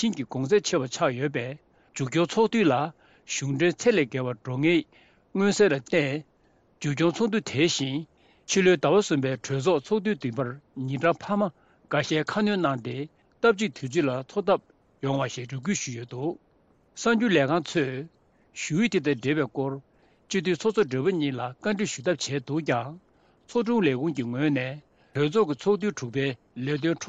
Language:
Tibetan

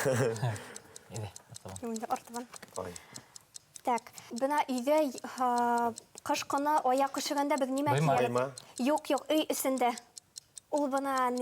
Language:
Bashkir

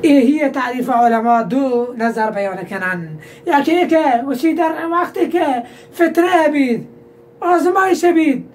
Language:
Baluchi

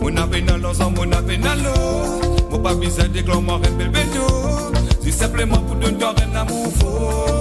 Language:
Morisyen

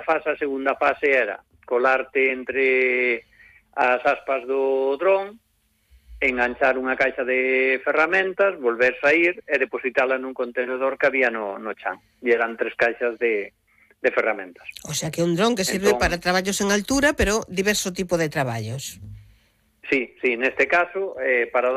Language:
Galician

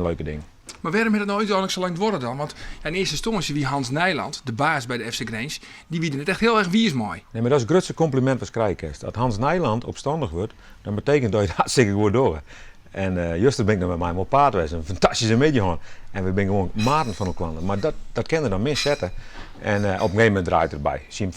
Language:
Western Frisian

